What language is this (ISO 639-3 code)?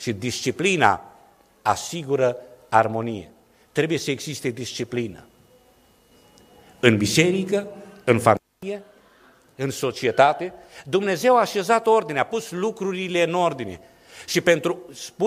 ron